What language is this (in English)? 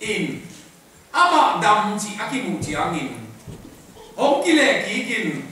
Tedim Chin